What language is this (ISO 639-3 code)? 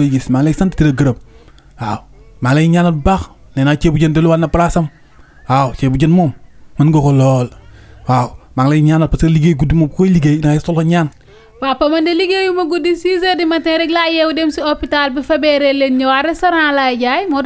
wol